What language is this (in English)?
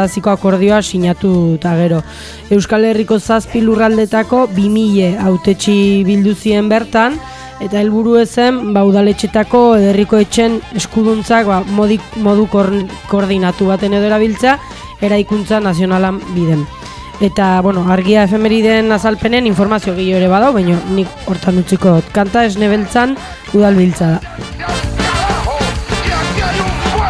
Basque